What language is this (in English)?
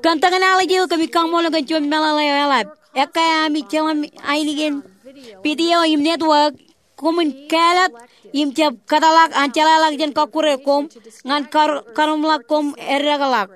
Marshallese